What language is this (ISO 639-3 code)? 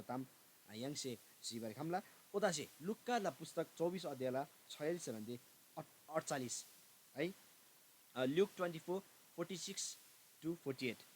taj